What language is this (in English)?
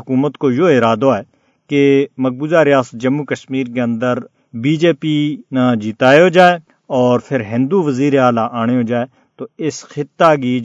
Gujari